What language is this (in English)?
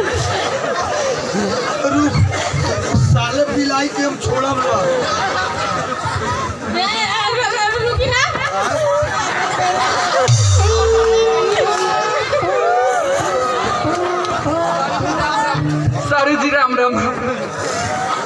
Bhojpuri